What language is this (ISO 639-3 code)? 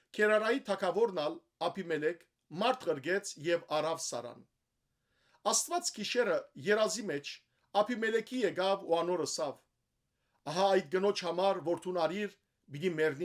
hyw